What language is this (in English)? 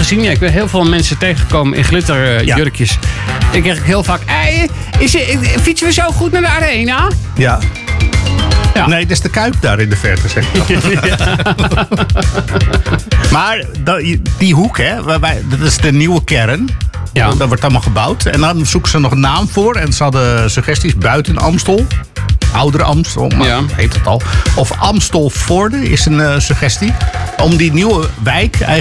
Dutch